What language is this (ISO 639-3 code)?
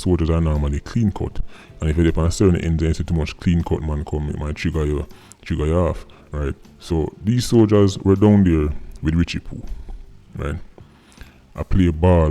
jam